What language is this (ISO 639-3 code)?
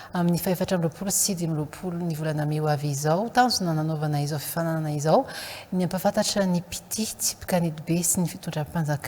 mlg